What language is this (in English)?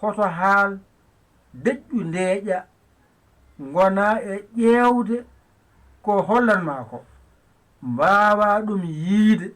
Fula